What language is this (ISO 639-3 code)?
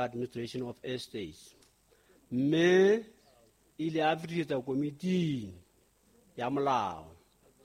sot